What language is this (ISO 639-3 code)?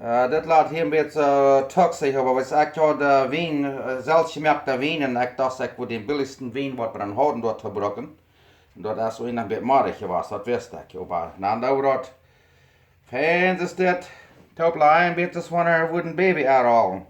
pdt